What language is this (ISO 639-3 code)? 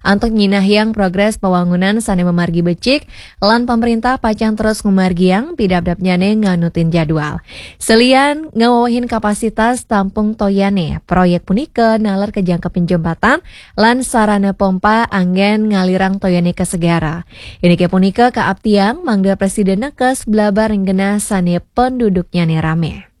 ban